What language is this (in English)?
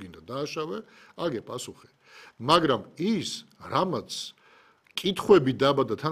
Georgian